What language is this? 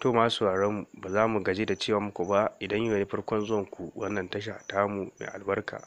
Hausa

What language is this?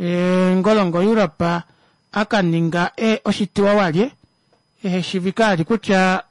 Kuanyama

